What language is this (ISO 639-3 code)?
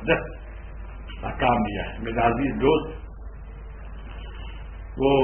urd